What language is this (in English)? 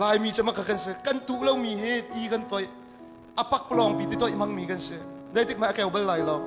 Hakha Chin